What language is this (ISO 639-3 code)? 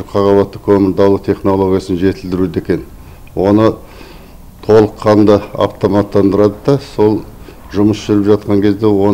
kaz